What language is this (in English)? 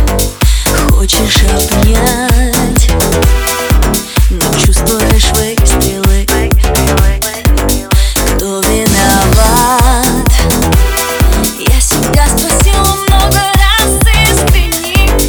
Russian